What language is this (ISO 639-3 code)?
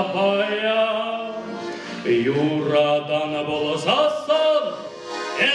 chv